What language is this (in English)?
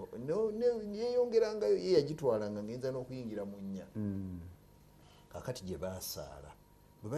Ganda